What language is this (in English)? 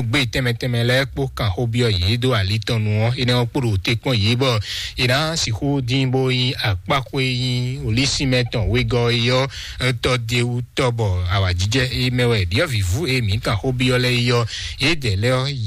Fon